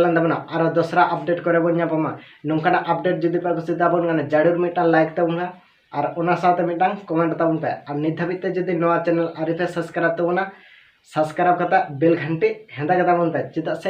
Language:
Santali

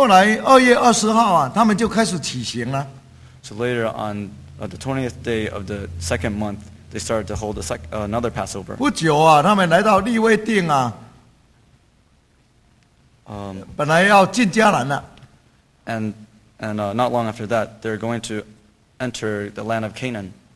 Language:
Chinese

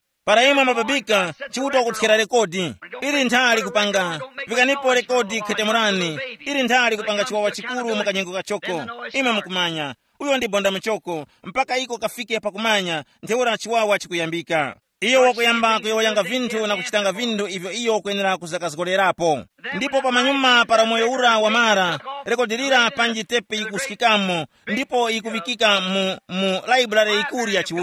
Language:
Tumbuka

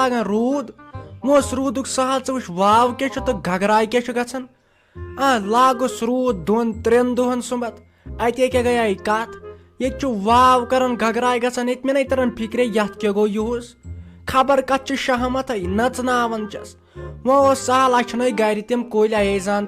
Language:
Kashmiri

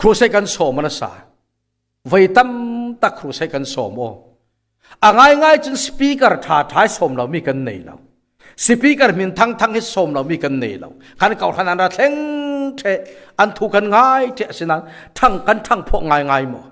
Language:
Falam Chin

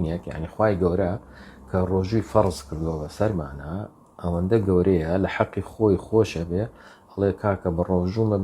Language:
Central Kurdish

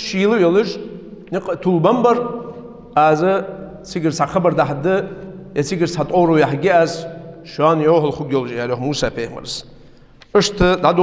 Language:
Ingush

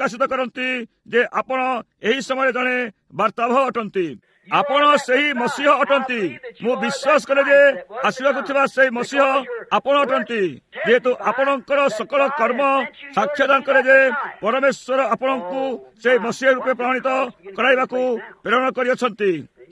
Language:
Odia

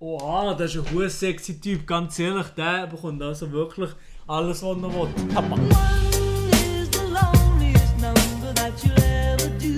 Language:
Swiss German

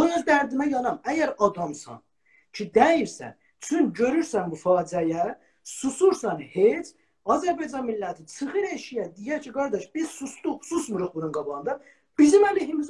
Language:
South Azerbaijani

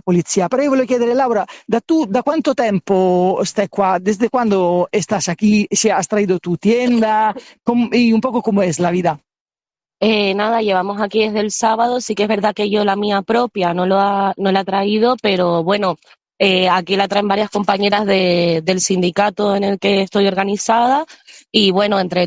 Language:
Italian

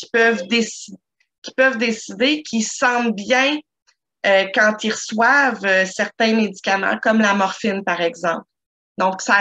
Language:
French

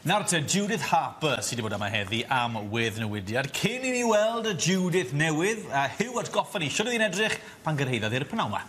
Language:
Welsh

